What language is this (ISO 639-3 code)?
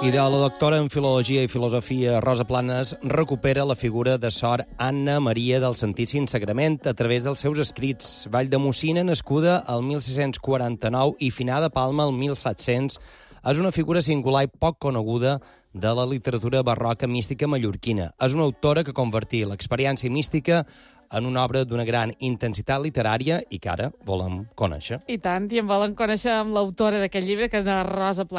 cat